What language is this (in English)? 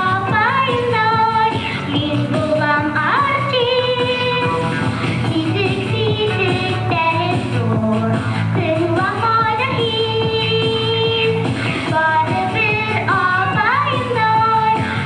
Bashkir